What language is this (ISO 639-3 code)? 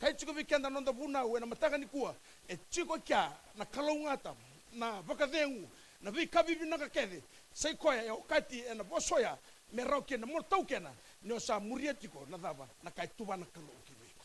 fij